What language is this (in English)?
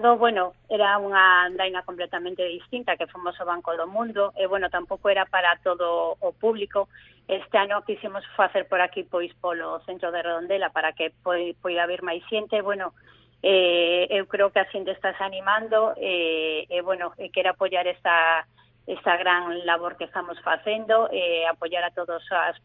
Galician